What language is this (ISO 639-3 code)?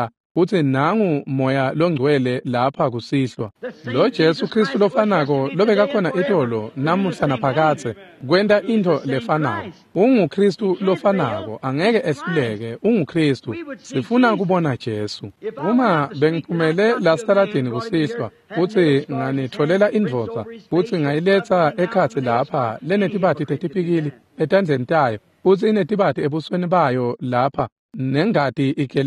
ssw